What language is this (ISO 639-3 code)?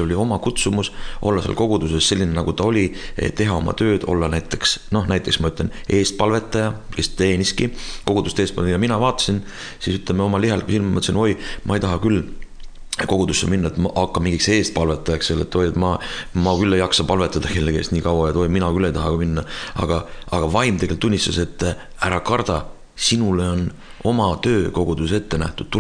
est